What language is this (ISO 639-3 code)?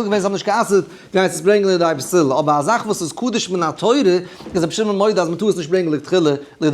yid